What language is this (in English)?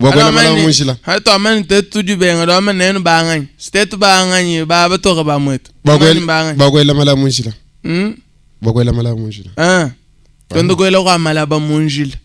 Luba-Lulua